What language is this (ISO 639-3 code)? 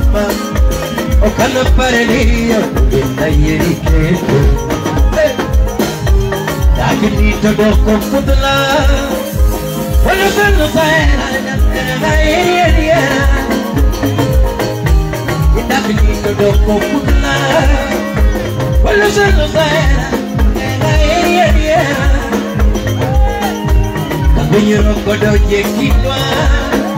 luo